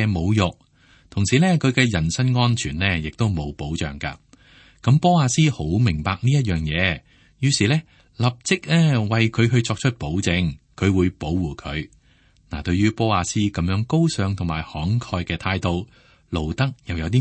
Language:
Cantonese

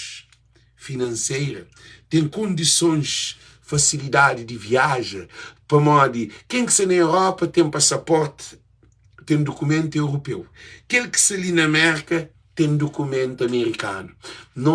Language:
Kabuverdianu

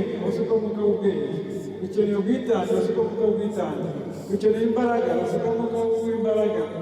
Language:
Kinyarwanda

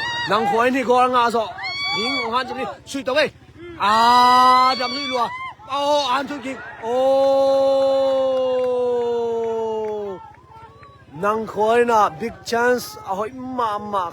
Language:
Tedim Chin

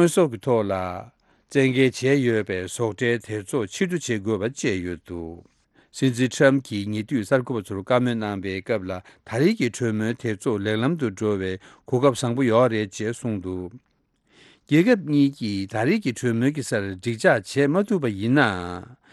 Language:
Tibetan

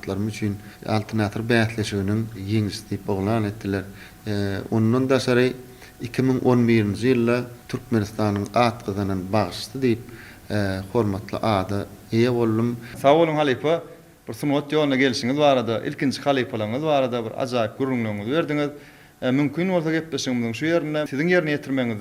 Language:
Turkmen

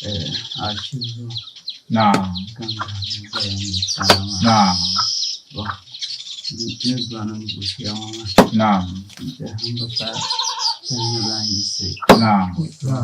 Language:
Dagbani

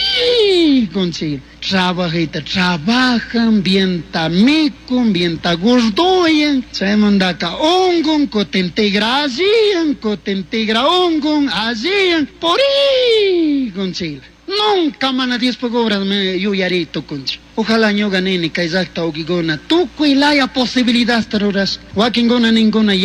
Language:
Chimborazo Highland Quichua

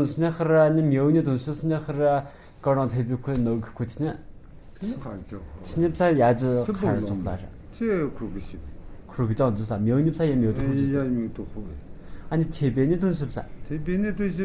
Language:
Tu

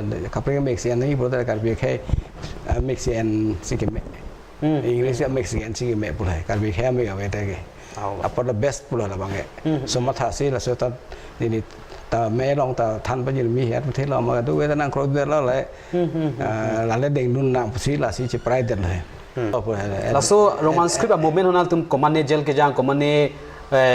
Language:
Karbi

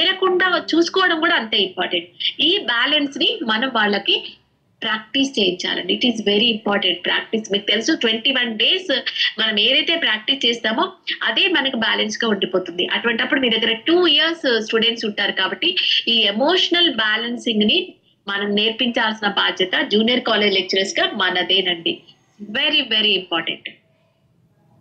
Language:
Telugu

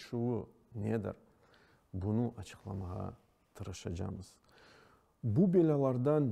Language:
Crimean Tatar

